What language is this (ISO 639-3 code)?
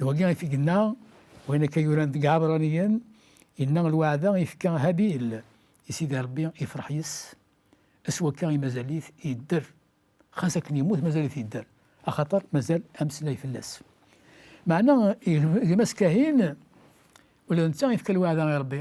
kab